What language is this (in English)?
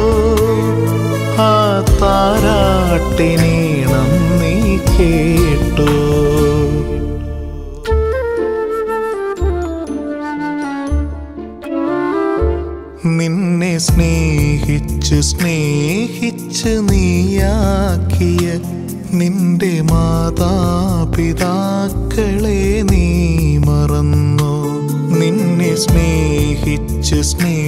Malayalam